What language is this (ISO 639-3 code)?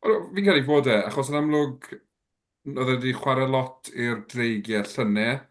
cym